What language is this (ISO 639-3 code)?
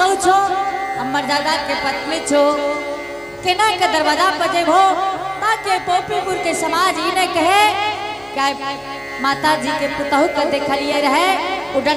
anp